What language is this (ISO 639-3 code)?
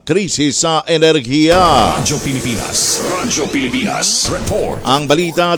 fil